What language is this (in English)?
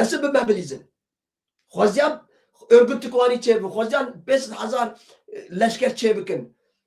Kurdish